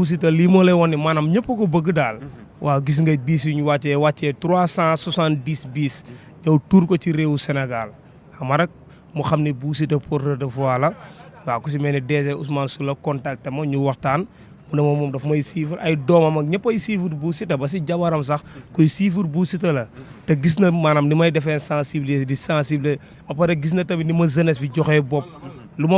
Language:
Wolof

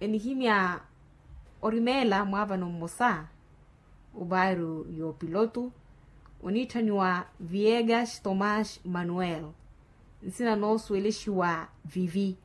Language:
Makhuwa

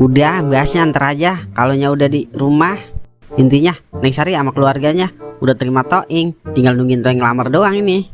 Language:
Betawi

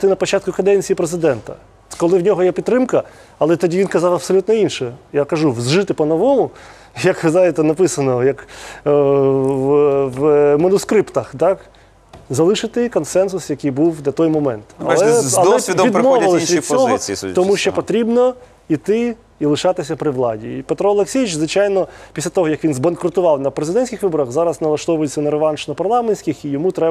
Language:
Ukrainian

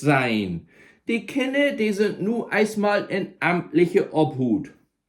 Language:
Low German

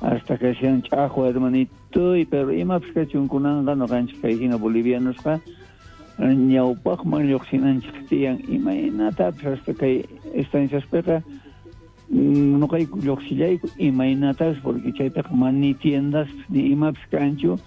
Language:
South Bolivian Quechua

